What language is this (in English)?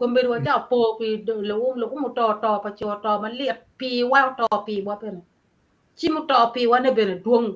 Acoli